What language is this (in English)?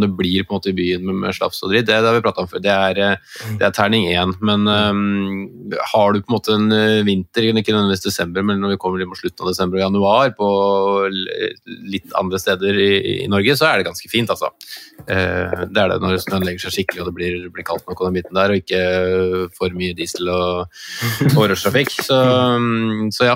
Norwegian